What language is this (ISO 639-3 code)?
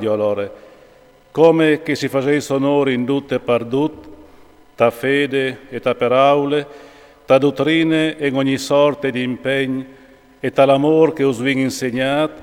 fur